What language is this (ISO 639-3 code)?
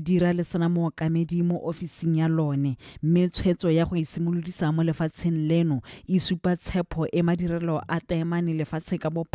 tsn